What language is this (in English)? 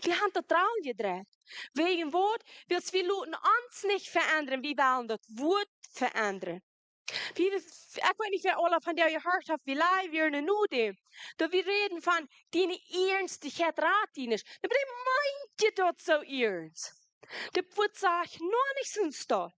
Plautdietsch